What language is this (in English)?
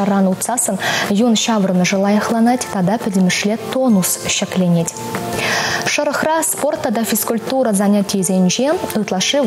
Chuvash